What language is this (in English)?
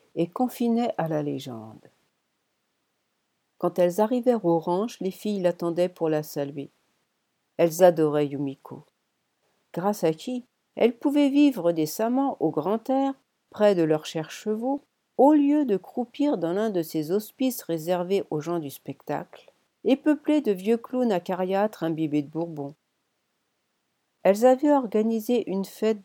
French